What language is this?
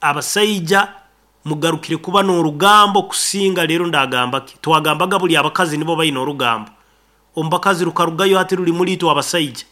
Nyoro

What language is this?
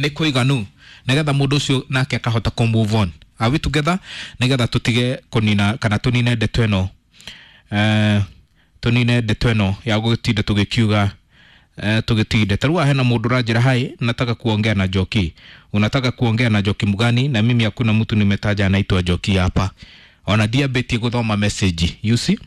Kikuyu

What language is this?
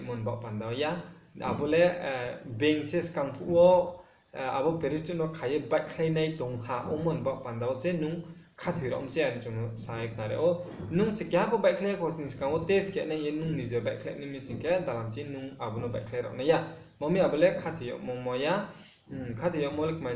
Riang (India)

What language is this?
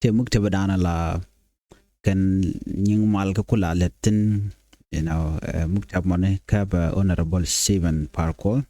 Nuer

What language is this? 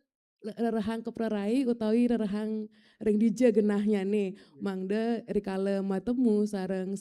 Balinese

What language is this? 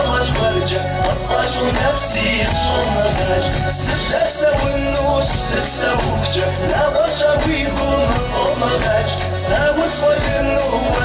Kabardian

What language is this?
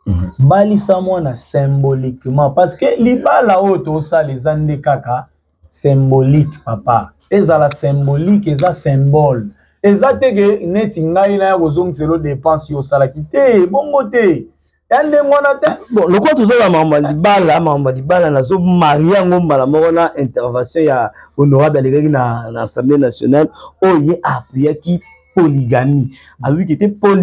Lingala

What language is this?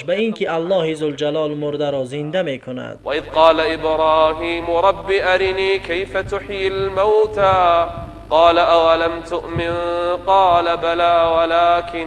Tajik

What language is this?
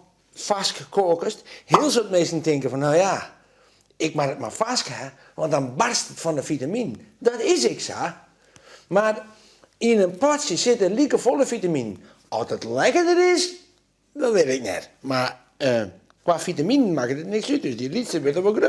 Western Frisian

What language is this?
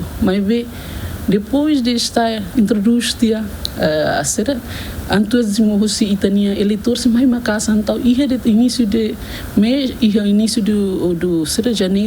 Tetum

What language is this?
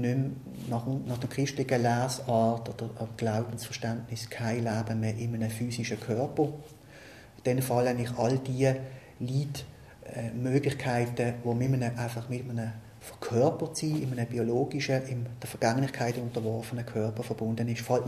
German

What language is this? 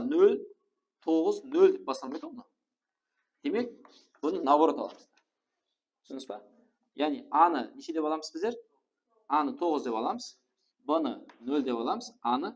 Kara-Kalpak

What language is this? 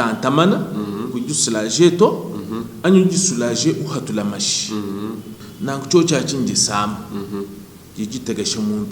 Luba-Lulua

